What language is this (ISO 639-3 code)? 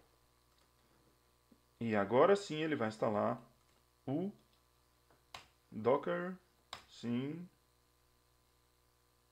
por